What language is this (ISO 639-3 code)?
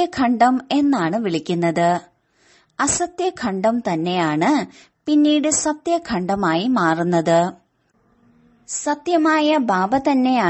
mal